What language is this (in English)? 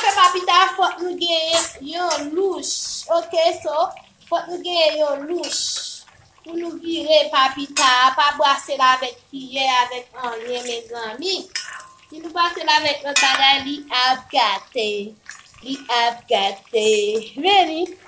Haitian Creole